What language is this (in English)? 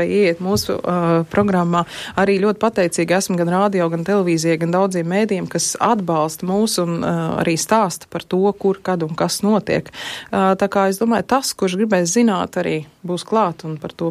Latvian